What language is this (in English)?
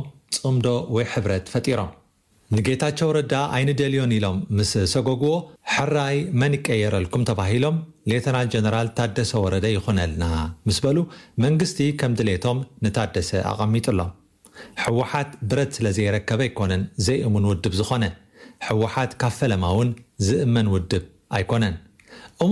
Tigrinya